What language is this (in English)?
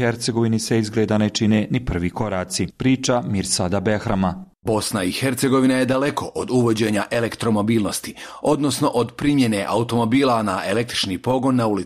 Bosnian